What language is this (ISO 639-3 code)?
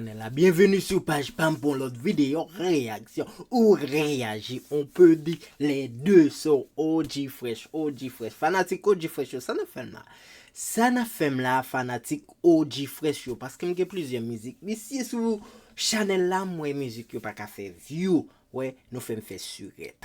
hat